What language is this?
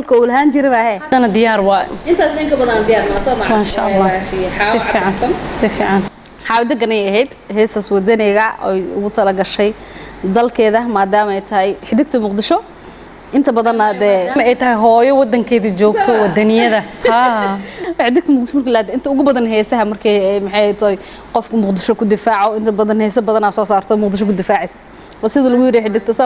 Somali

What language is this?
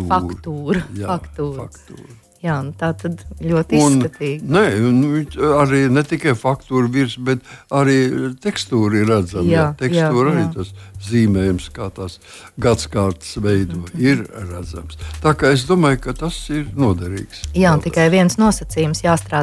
Latvian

